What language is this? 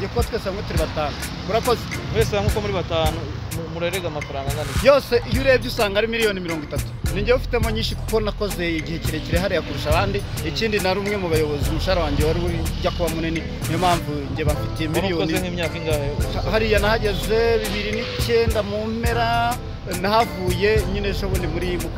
Kinyarwanda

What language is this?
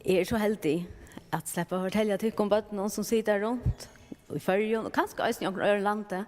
Faroese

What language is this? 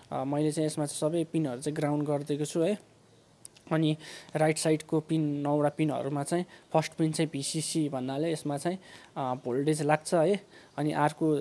Nepali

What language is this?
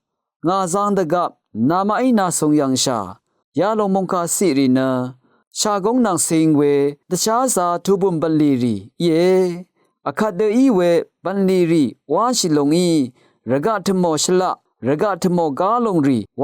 Rawang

